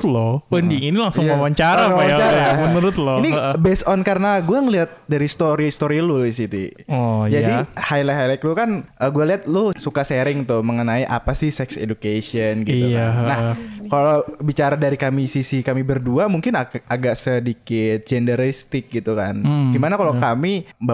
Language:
Indonesian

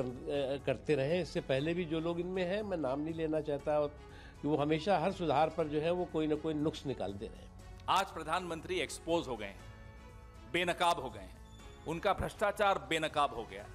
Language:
Hindi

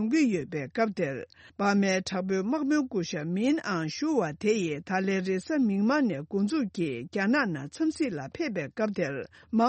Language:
Tibetan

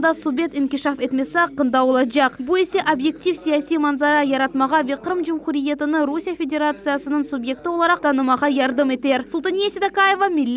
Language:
Crimean Tatar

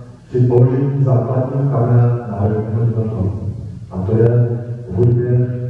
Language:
Czech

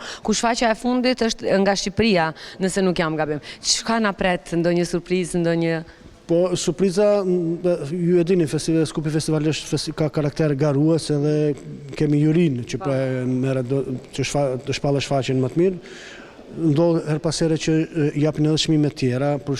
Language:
Albanian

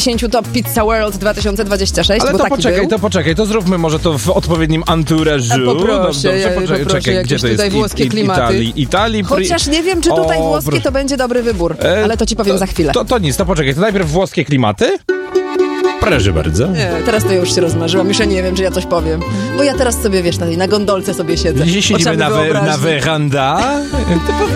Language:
Polish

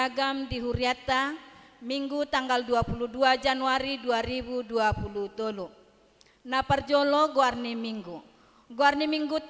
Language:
Batak Toba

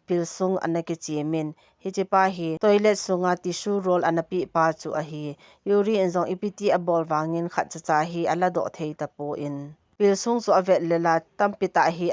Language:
Thado Chin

